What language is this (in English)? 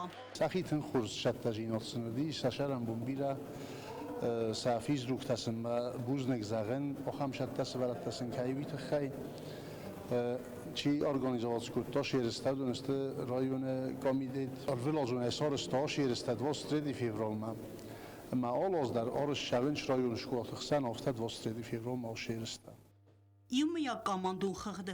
Ossetic